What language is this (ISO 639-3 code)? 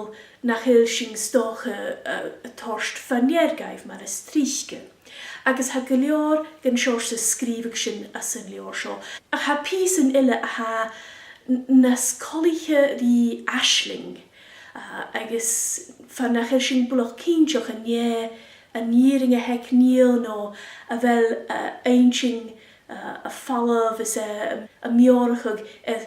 gla